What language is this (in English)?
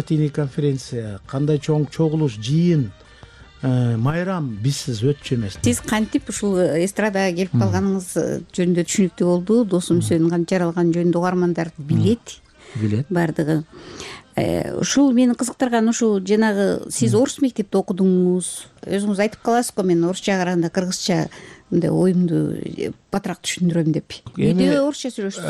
Kyrgyz